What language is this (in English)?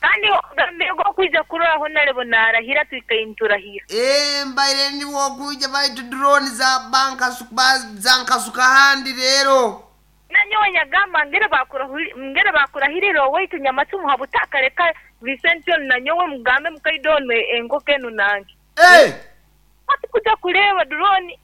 Nyankole